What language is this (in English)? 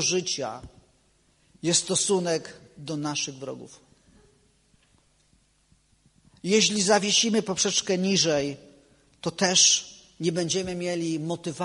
Polish